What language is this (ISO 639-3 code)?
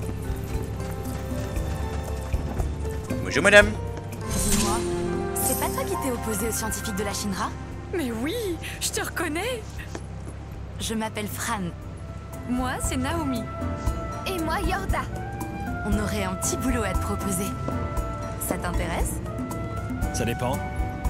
fra